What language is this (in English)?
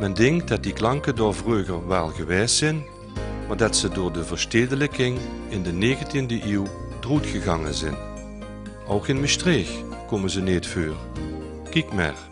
Limburgish